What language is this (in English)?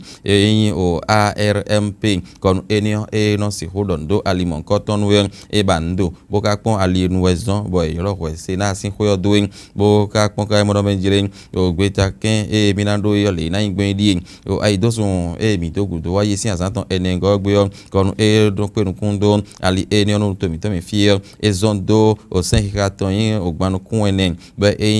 Fon